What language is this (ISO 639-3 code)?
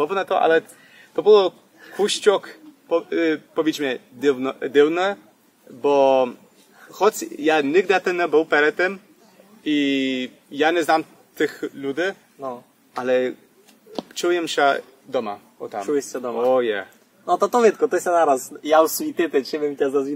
rue